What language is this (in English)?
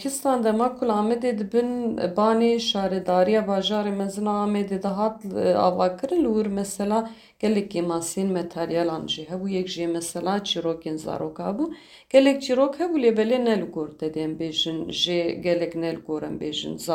Kurdish